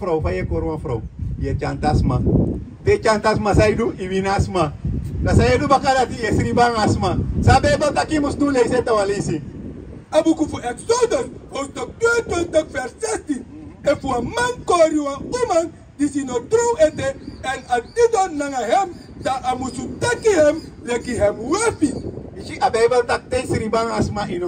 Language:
Sranan Tongo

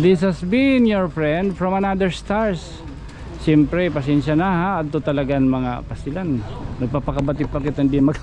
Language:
Waray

